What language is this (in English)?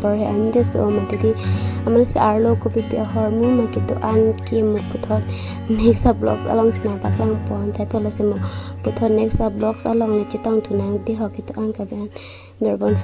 Karbi